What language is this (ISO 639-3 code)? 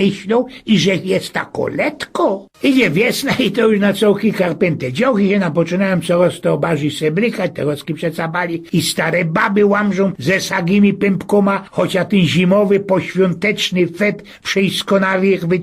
szl